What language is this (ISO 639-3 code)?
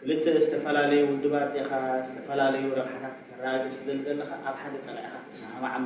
tir